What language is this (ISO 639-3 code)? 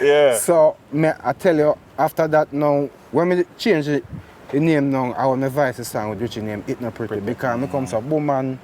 jam